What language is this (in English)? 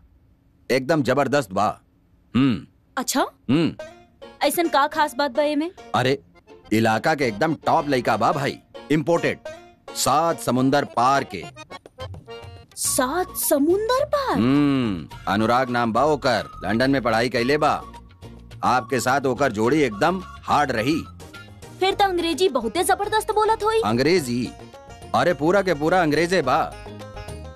Bhojpuri